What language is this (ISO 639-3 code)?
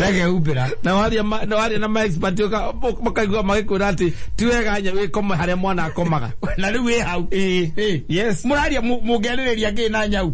kik